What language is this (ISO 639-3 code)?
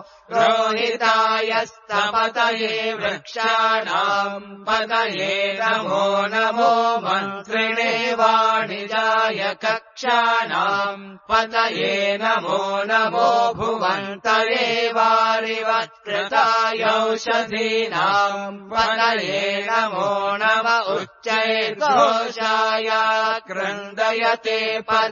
san